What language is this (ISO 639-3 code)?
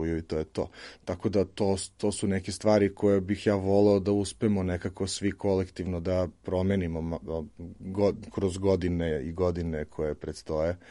srp